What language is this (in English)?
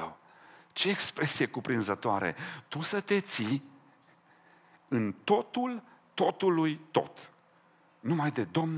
Romanian